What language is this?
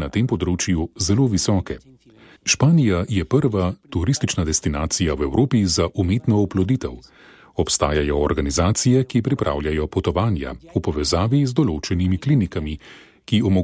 Slovenian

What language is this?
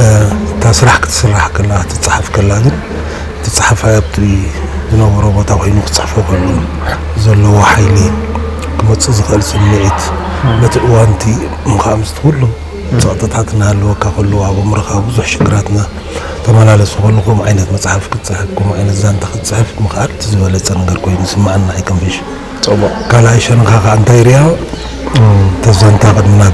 Tigrinya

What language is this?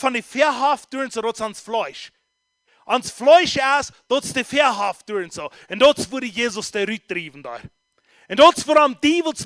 Plautdietsch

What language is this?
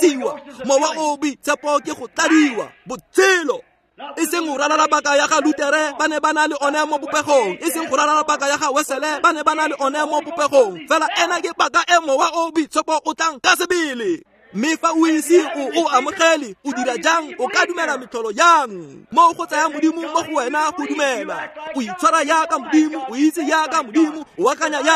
Tswana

